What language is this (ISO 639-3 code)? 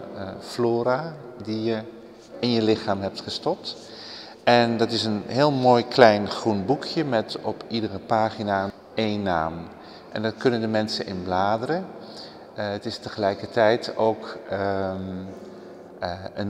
nld